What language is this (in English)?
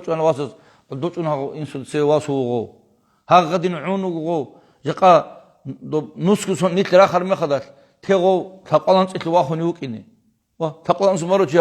Avaric